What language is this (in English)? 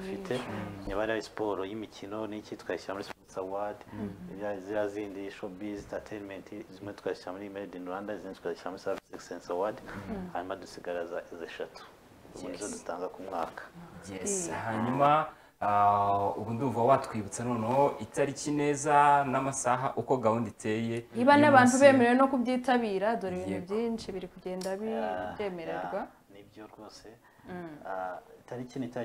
Kinyarwanda